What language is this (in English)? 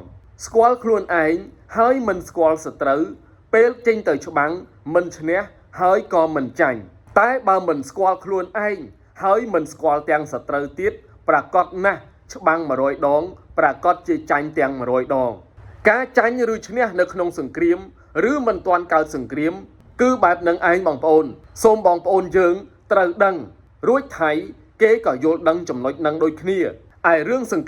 Khmer